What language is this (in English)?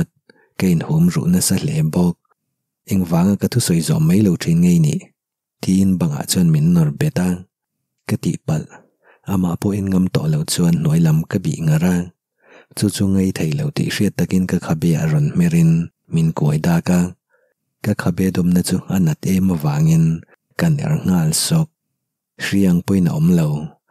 Mizo